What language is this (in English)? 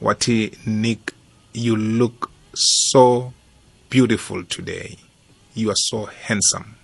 South Ndebele